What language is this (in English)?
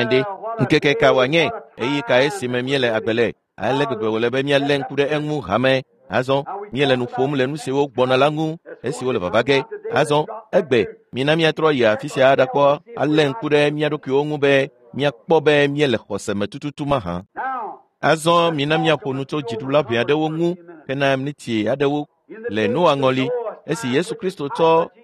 Ewe